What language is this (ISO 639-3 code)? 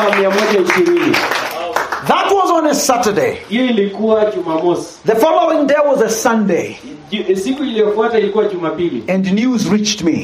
swa